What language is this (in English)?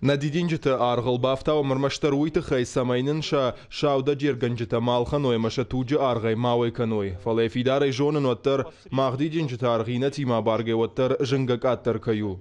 Ossetic